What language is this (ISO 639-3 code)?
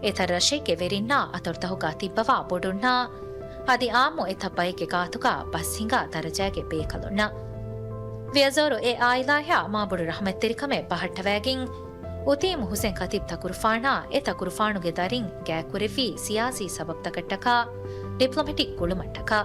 div